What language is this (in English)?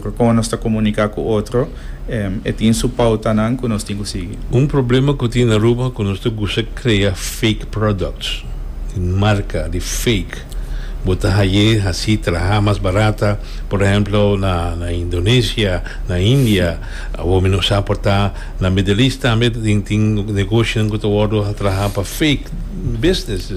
Papiamento